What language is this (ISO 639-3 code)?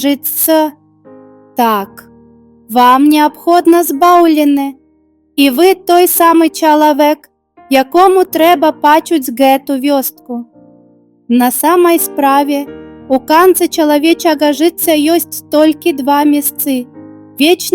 bel